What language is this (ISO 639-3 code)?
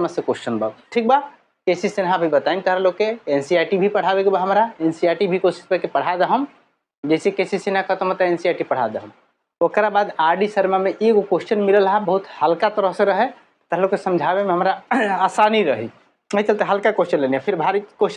bho